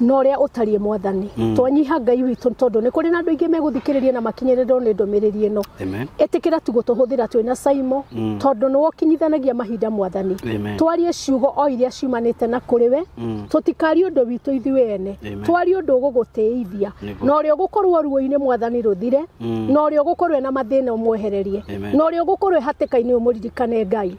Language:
Kikuyu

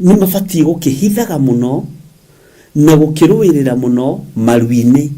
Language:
Kikuyu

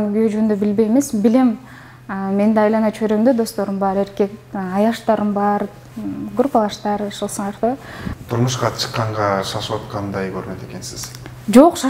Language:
Kyrgyz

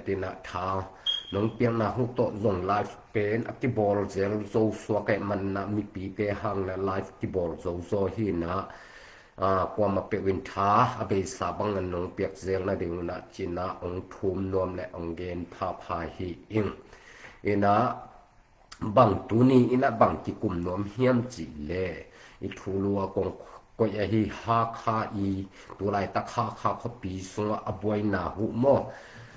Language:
Tedim Chin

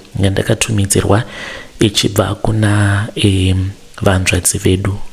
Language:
Shona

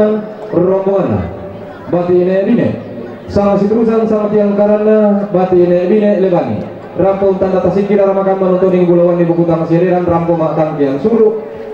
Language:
Toraja-Sa'dan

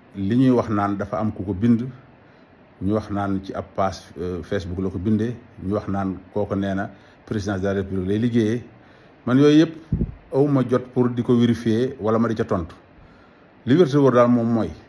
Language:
Wolof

